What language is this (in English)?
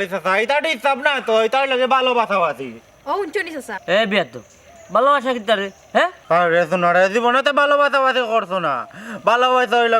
Sylheti